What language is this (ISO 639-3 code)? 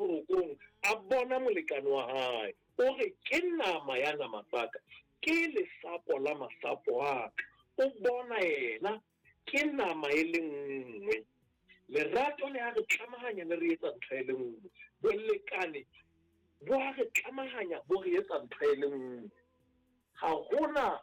sot